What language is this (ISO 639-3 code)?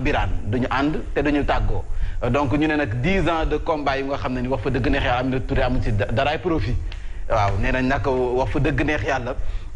wol